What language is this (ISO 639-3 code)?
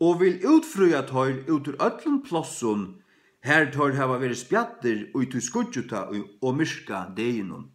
fao